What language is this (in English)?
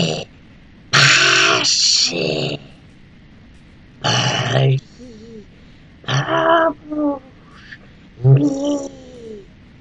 Polish